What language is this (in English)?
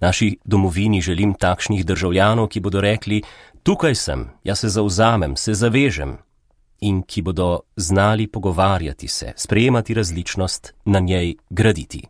Slovenian